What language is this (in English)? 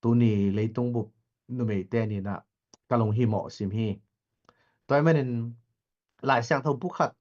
Tedim Chin